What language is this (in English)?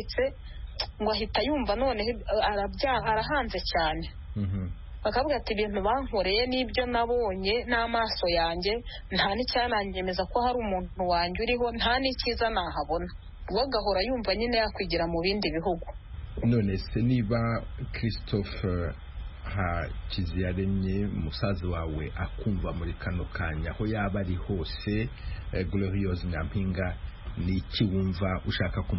Kinyarwanda